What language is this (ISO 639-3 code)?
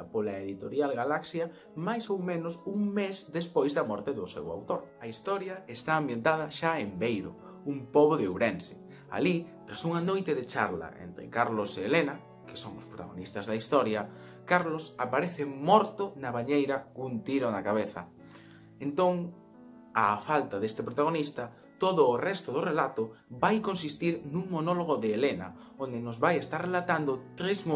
glg